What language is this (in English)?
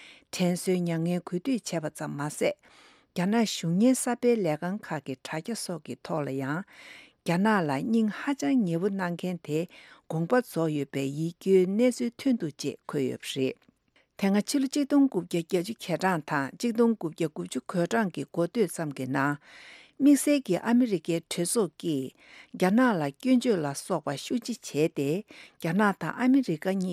Tibetan